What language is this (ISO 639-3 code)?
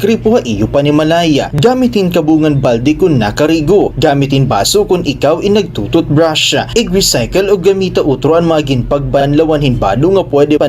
war